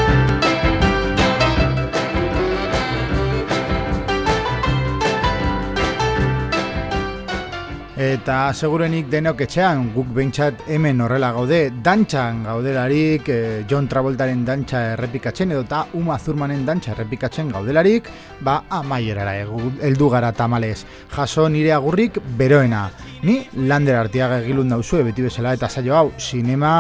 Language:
Basque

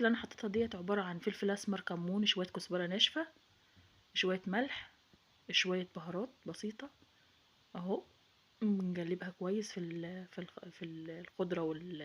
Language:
Egyptian Arabic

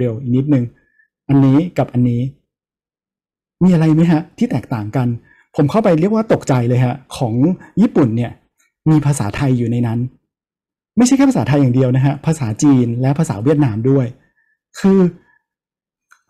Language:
Thai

